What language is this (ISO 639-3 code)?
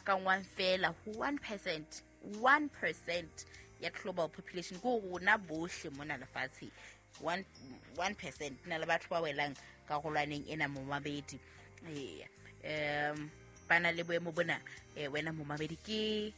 sot